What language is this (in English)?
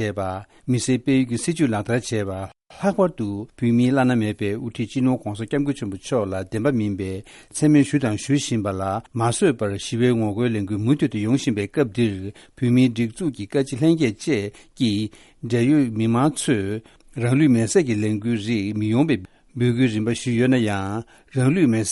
Tibetan